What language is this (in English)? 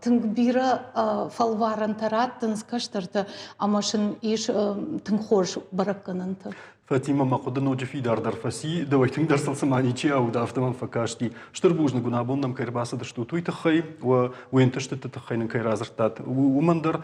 Ossetic